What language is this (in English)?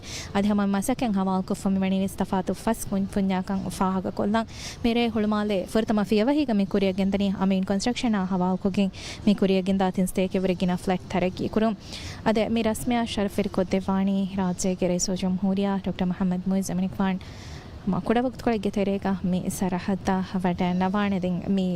Divehi